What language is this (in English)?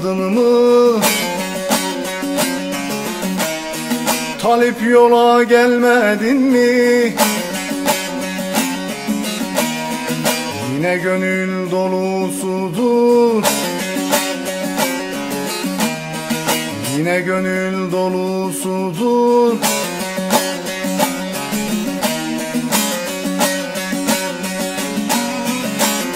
Turkish